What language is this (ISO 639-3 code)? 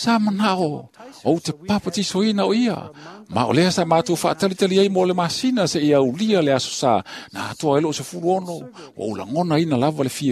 smo